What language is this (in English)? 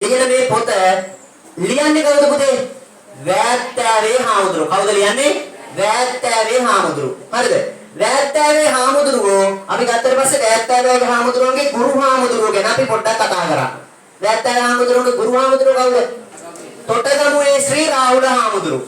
Sinhala